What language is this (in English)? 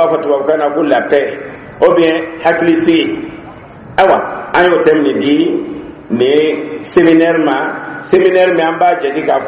Dyula